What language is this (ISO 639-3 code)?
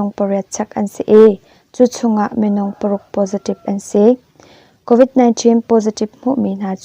cnh